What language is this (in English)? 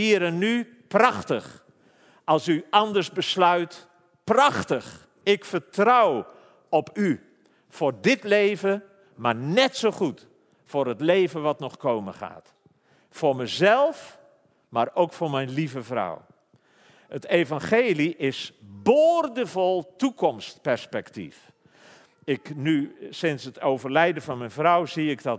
Dutch